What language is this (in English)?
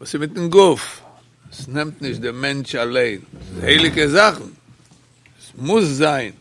Yiddish